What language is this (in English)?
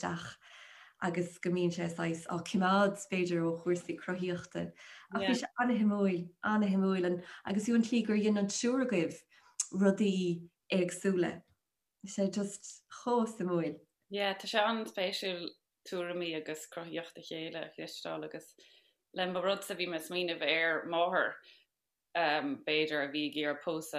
Irish